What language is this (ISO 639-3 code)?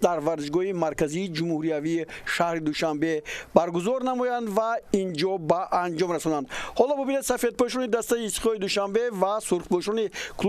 tgk